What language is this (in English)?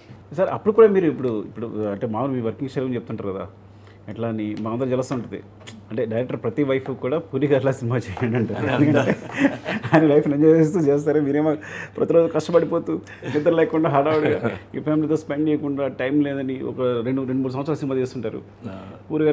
Telugu